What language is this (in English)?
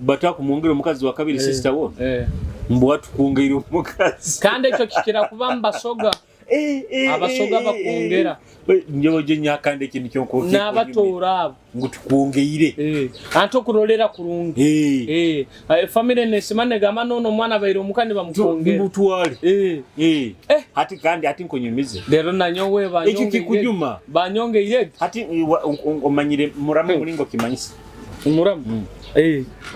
Nyoro